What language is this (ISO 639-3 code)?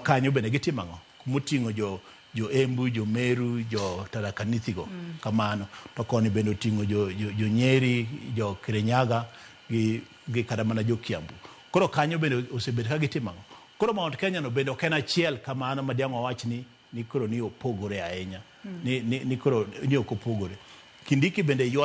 luo